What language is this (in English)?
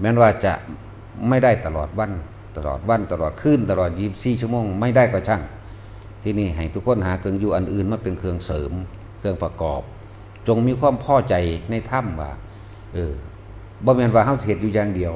Northeastern Thai